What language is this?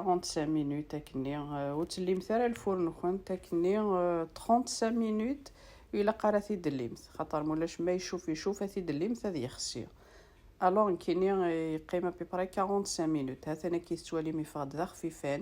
Kabyle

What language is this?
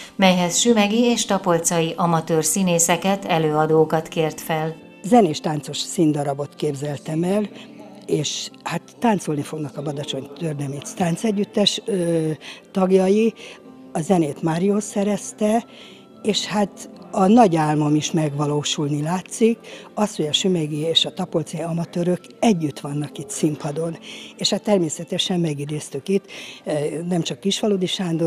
Hungarian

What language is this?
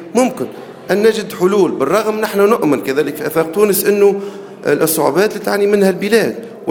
Tunisian Arabic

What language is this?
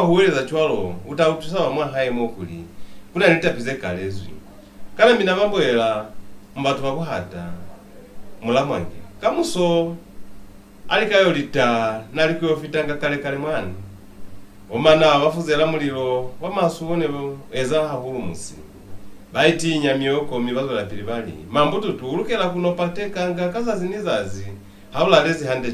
Lozi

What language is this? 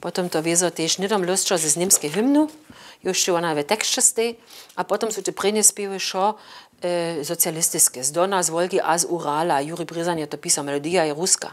Upper Sorbian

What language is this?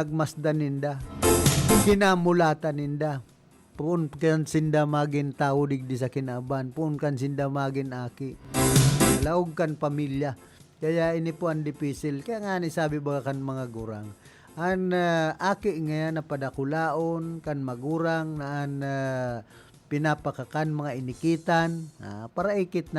Bikol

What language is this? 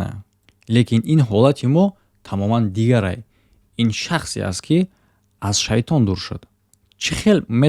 Tajik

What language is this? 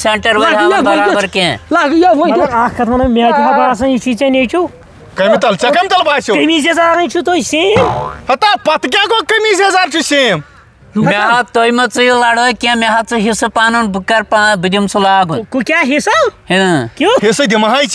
Kashmiri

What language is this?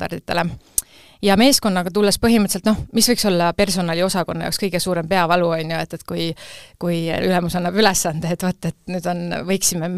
Estonian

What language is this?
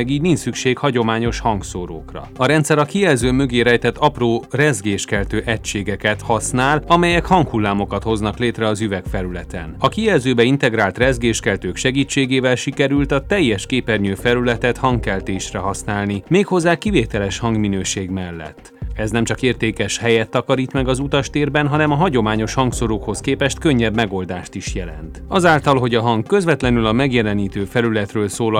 Hungarian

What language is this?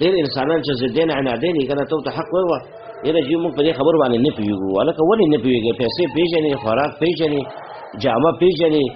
Pashto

